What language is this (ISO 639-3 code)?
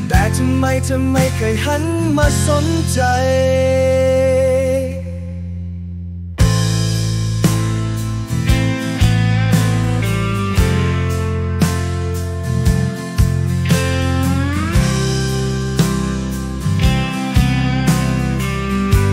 tha